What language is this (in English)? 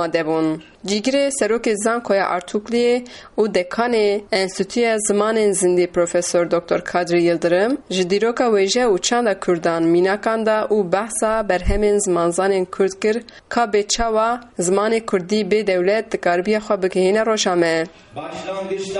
Kurdish